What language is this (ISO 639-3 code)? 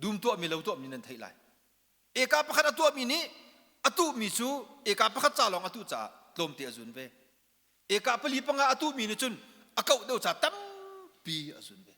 cnh